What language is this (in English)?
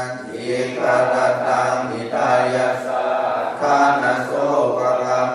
Pali